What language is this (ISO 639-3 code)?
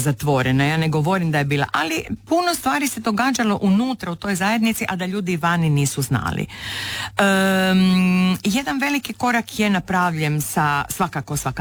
hrv